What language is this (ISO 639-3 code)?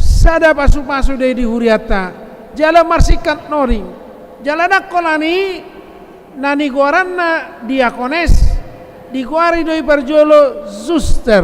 bbc